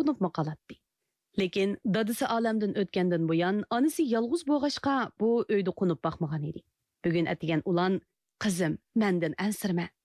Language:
Uyghur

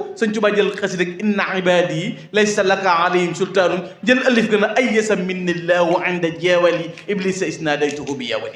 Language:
Wolof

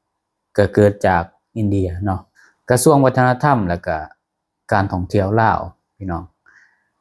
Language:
Lao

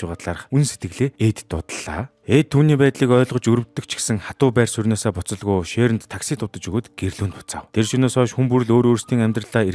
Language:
Mongolian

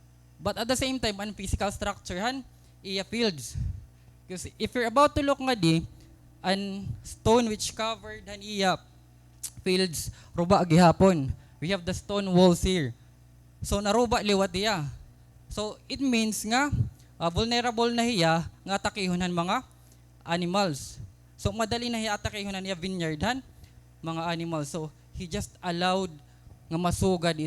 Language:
Waray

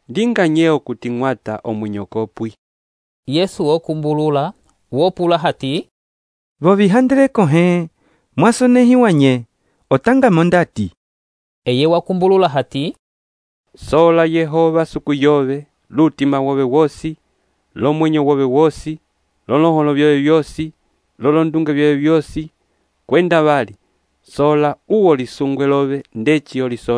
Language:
Umbundu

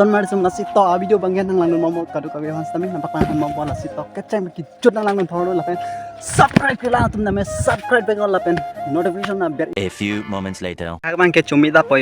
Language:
Karbi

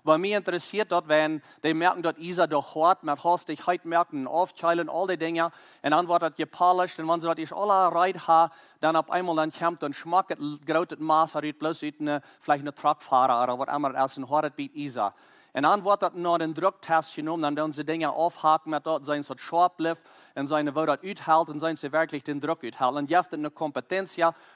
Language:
Plautdietsch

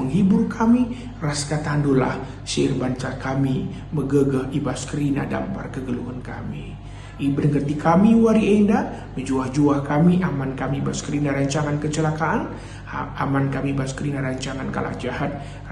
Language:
Batak Karo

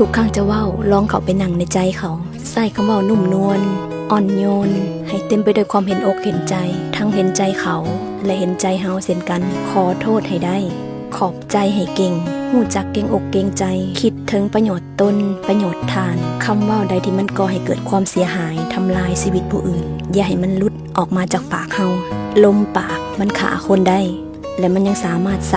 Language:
Lao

